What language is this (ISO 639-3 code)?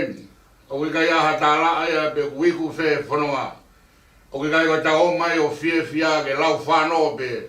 ton